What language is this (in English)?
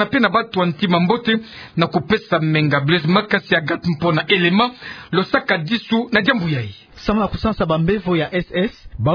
Kituba (Democratic Republic of Congo)